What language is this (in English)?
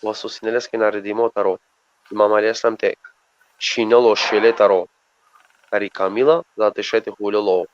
Balkan Romani